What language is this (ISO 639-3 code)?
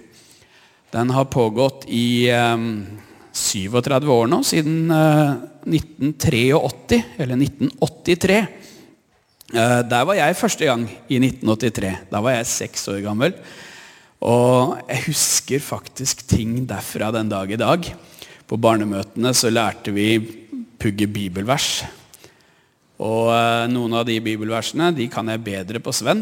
nor